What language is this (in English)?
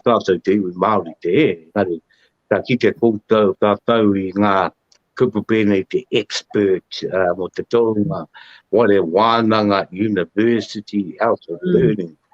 Māori